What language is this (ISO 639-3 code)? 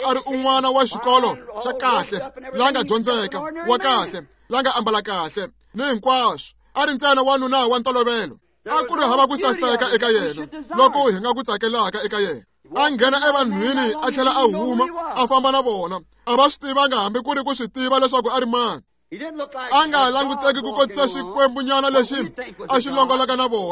tso